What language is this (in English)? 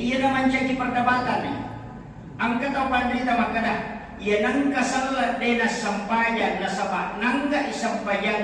Buginese